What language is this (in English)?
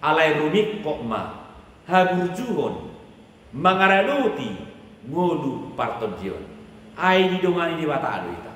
Batak Toba